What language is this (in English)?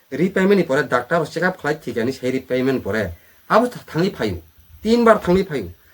Kok Borok